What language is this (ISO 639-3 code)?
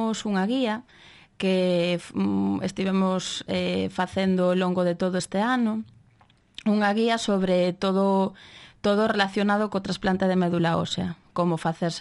glg